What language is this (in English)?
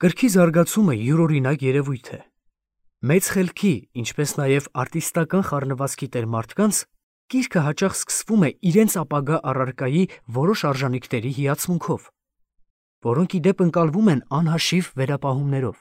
Armenian